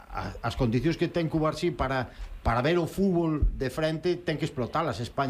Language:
Galician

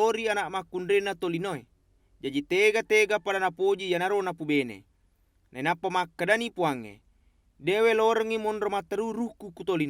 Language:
Buginese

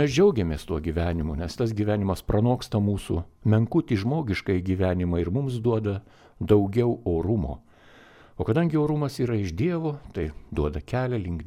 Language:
Lithuanian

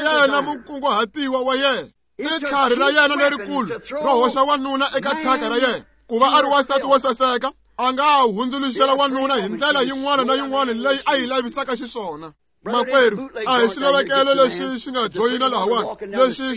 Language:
Tsonga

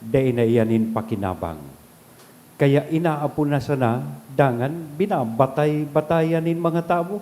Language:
Bikol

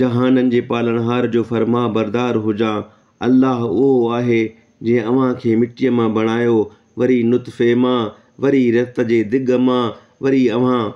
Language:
Sindhi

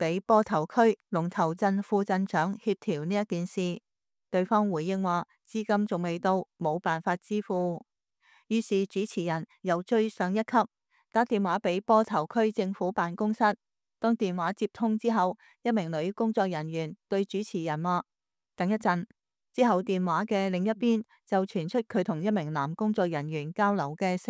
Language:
Cantonese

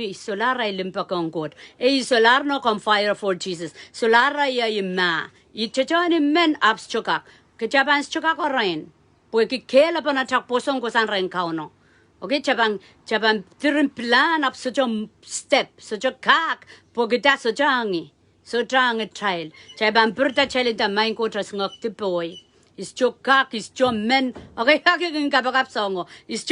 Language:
Pohnpeian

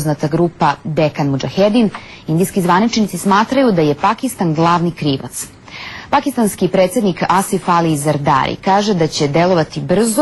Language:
Serbian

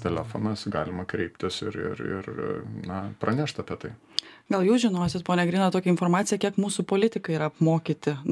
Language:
Lithuanian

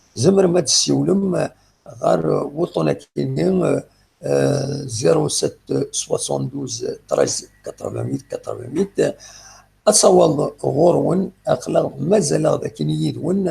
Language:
Kabyle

